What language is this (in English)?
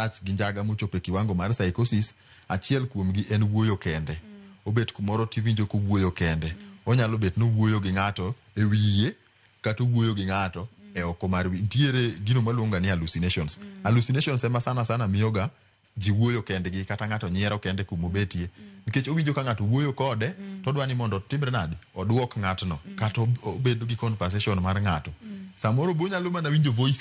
Luo (Kenya and Tanzania)